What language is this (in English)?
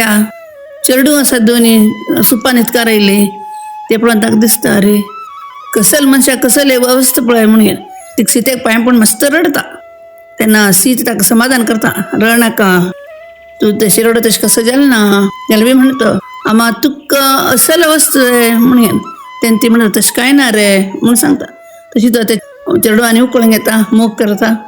Konkani